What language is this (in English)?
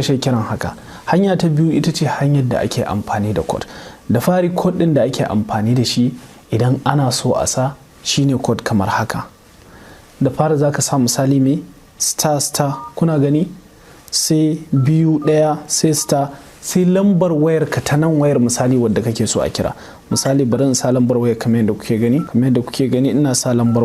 Hausa